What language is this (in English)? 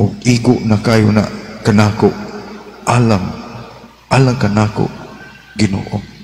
Cebuano